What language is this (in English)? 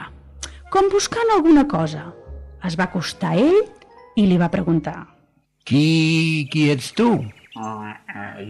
Catalan